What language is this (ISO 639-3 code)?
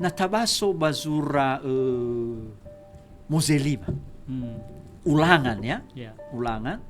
nia